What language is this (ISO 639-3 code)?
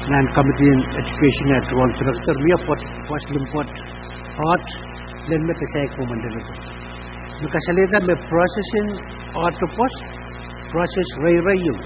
pon